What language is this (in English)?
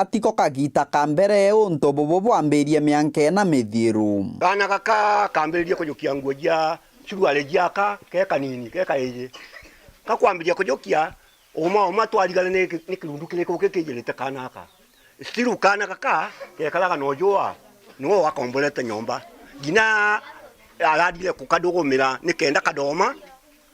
Meru